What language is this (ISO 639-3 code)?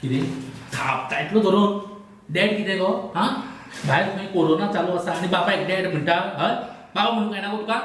kok